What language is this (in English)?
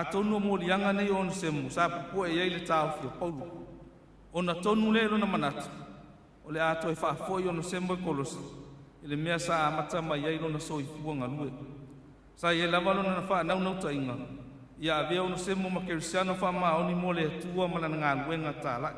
Samoan